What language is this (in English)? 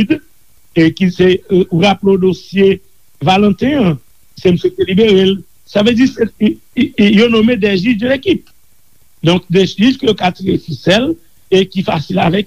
Haitian Creole